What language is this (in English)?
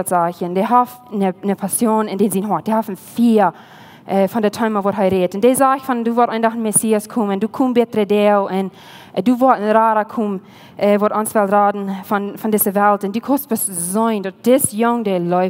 Plautdietsch